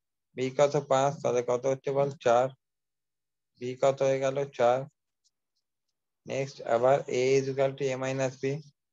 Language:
Bangla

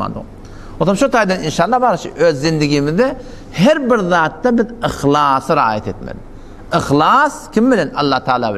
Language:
Turkmen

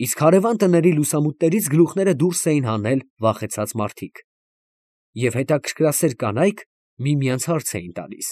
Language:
Armenian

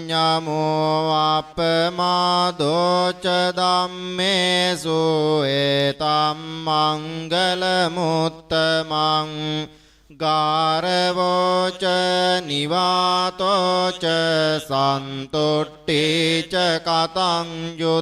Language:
Pali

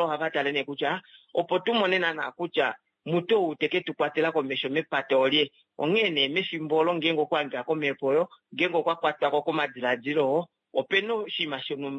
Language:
Kuanyama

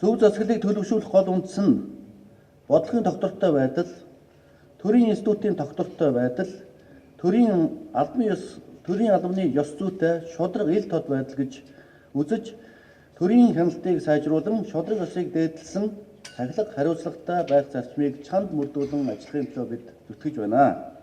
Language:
Mongolian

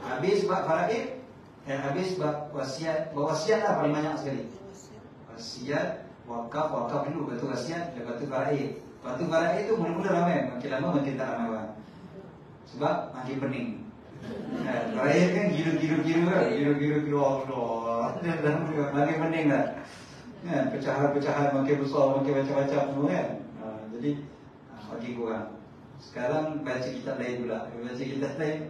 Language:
Malay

